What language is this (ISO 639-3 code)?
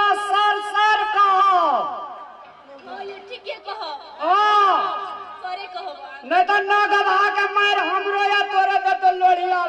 mai